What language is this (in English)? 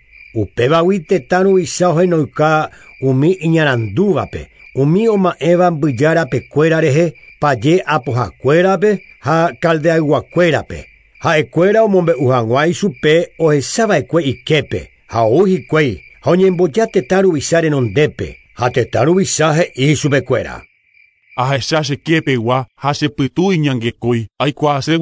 Guarani